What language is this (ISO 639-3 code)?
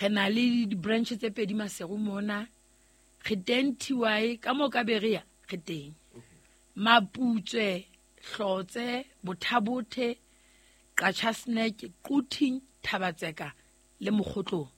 sot